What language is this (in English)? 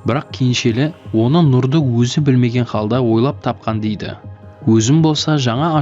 Kara-Kalpak